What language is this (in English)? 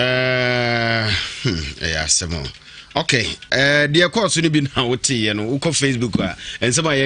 Akan